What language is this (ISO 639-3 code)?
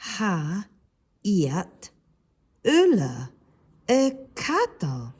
gla